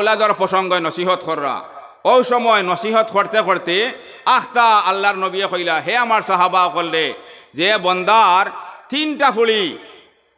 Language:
Sylheti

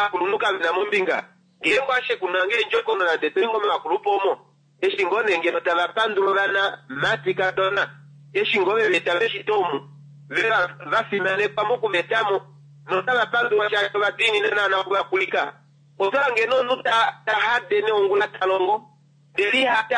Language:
Kuanyama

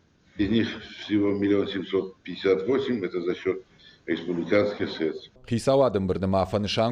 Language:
Ossetic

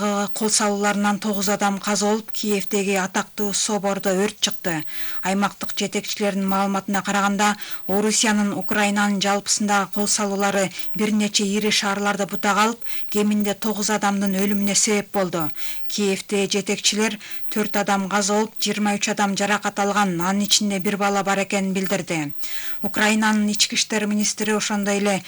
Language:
Kyrgyz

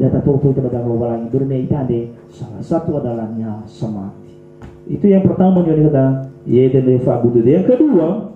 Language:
Nias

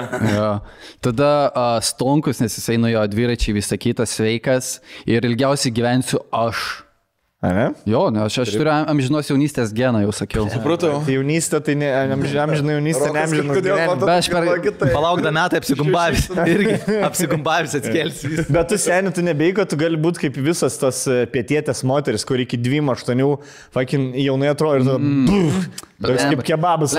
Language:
Lithuanian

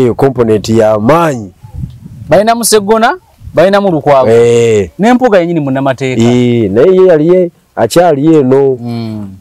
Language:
Ganda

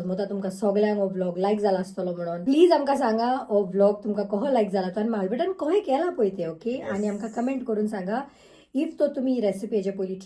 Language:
Konkani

